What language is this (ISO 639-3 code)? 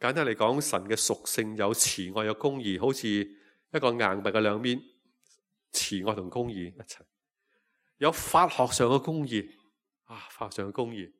yue